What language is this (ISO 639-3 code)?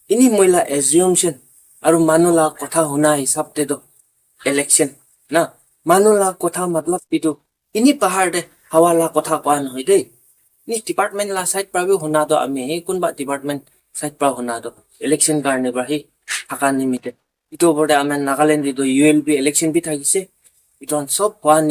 nag